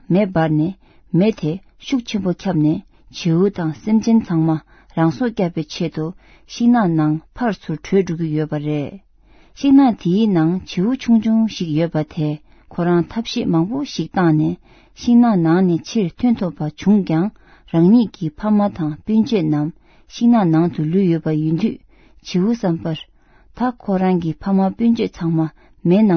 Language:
Tibetan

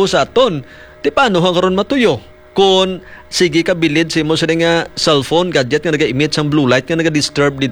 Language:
Hiligaynon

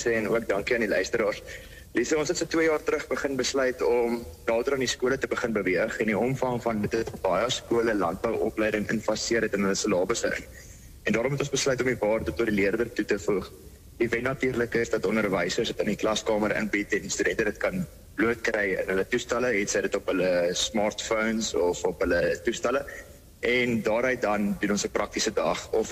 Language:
Afrikaans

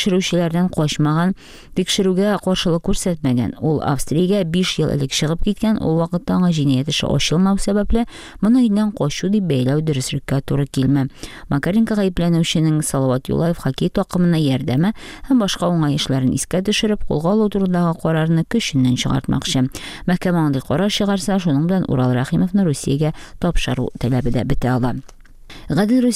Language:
Tatar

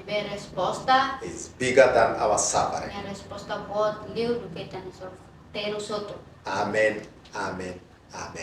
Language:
Tetum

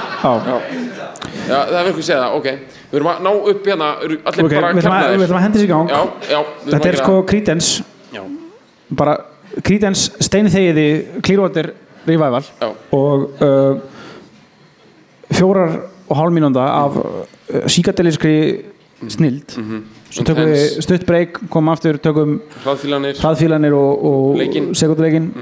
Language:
Icelandic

